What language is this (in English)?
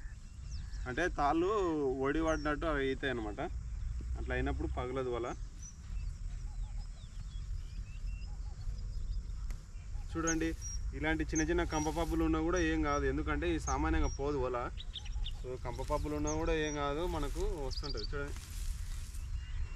Telugu